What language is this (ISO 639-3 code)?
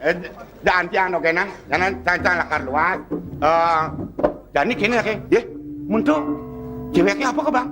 ban